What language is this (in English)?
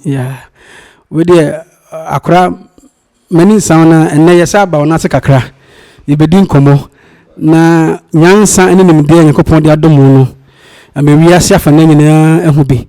Akan